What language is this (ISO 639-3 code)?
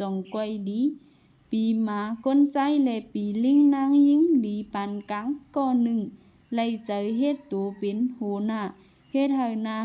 shn